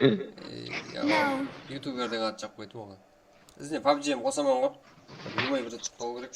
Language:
Kara-Kalpak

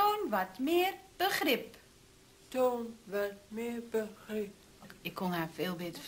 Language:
Dutch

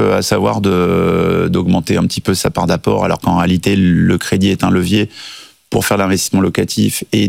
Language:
French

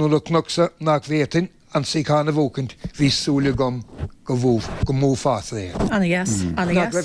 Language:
Irish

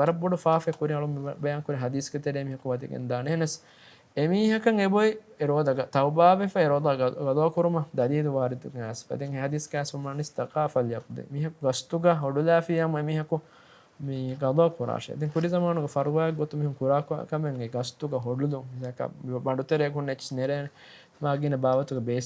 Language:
Divehi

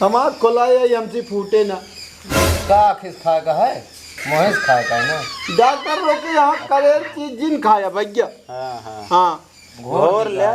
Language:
Awadhi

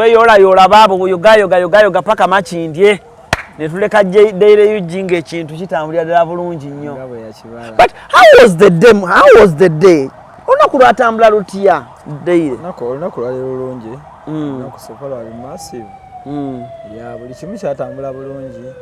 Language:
Ganda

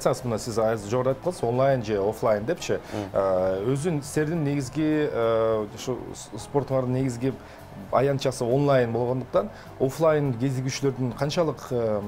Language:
Kyrgyz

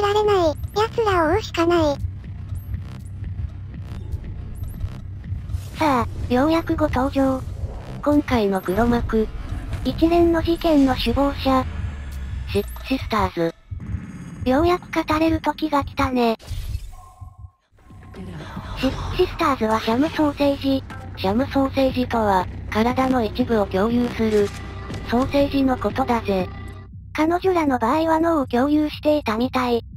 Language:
Japanese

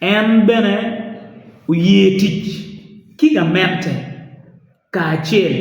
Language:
Acoli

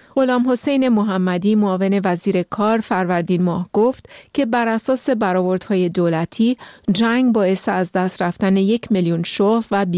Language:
Persian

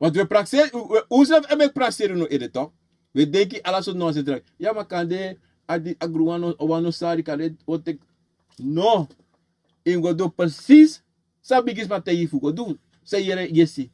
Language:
Sranan Tongo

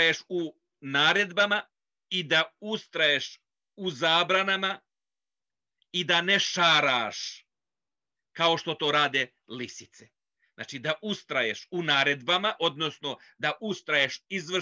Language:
Bosnian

